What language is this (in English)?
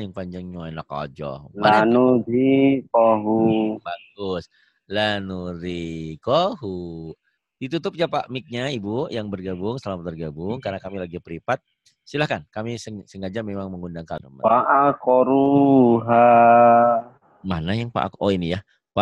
Indonesian